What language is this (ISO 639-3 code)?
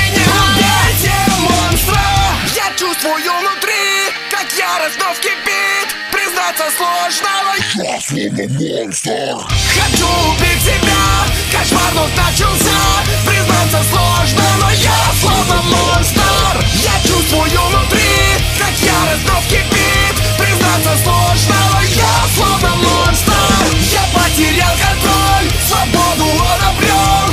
rus